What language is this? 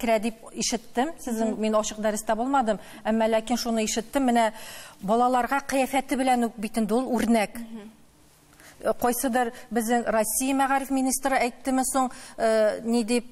Tatar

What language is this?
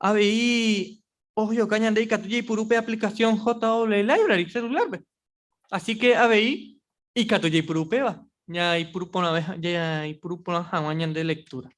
Guarani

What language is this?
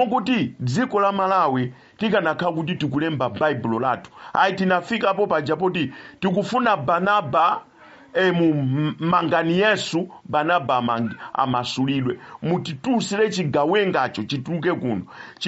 Nyanja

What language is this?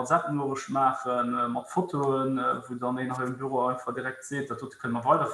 Luxembourgish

